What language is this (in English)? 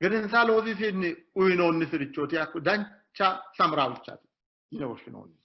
Sidamo